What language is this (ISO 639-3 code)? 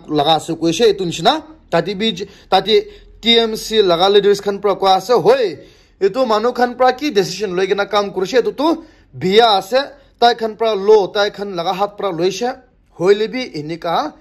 nag